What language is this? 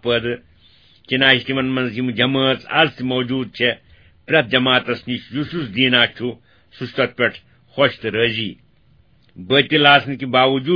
Kashmiri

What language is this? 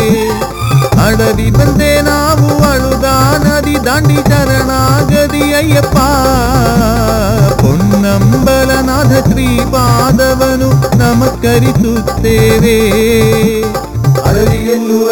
Kannada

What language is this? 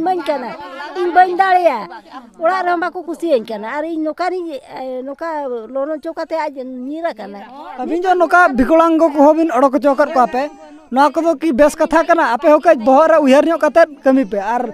Santali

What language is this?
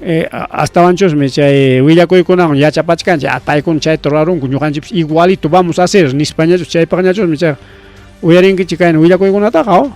Ayacucho Quechua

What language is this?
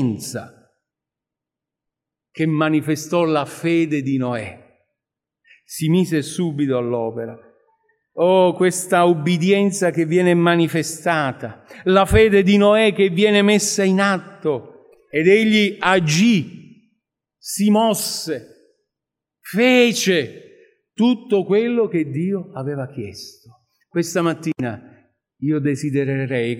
Italian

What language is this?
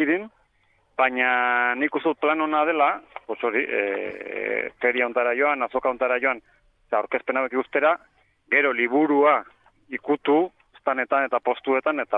Basque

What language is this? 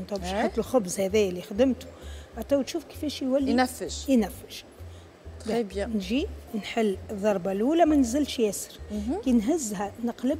Tunisian Arabic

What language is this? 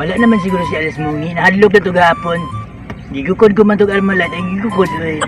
Cebuano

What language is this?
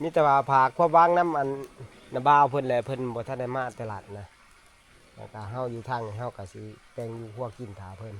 Northeastern Thai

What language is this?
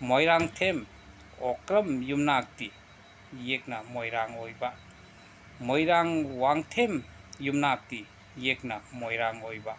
Manipuri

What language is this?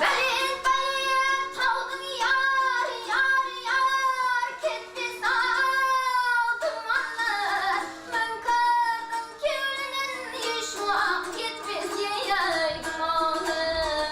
Kara-Kalpak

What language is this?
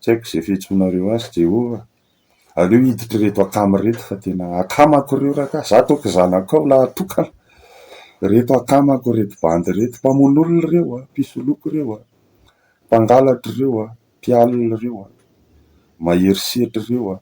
Malagasy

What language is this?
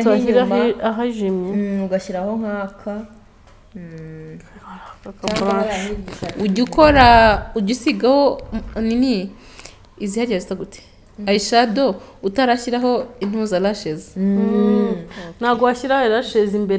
Kinyarwanda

